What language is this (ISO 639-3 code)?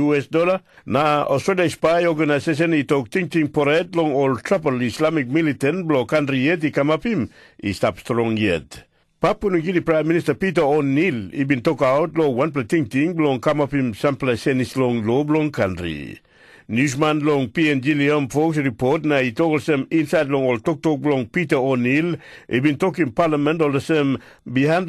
tpi